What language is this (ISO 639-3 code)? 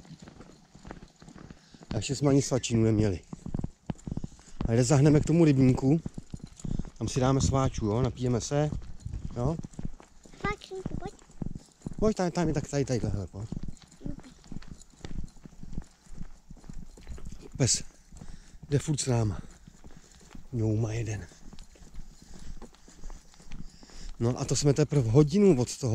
ces